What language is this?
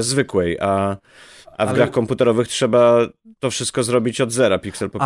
Polish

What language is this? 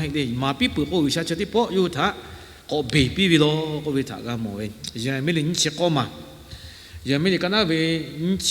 Lahu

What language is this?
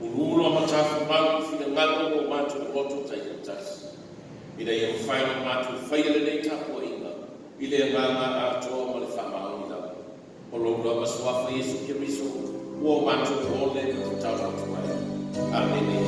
Samoan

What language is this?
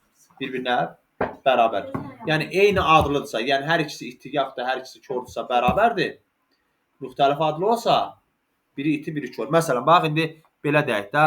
Azerbaijani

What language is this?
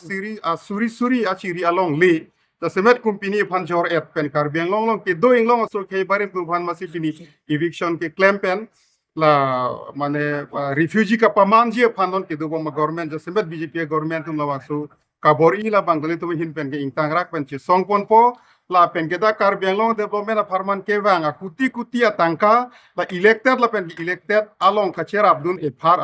Karbi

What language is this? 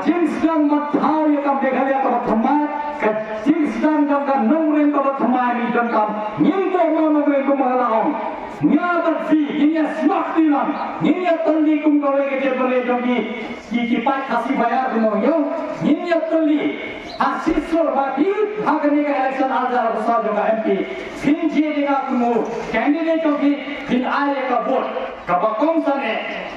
Khasi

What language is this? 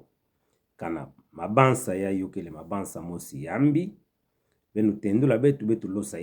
Kituba (Democratic Republic of Congo)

